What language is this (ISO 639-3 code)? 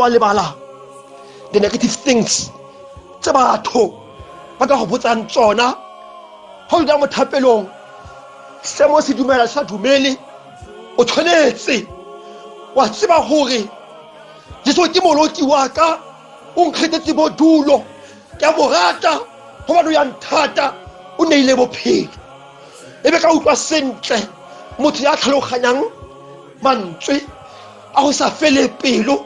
tsn